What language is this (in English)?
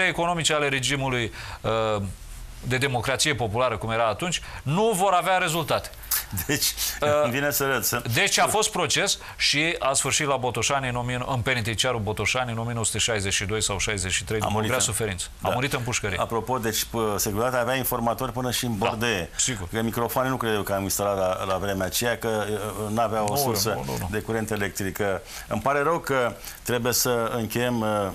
Romanian